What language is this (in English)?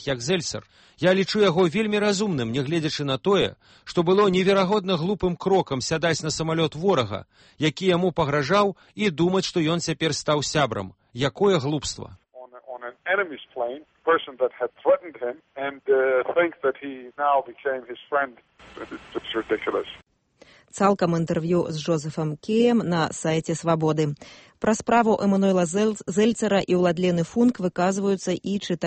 Belarusian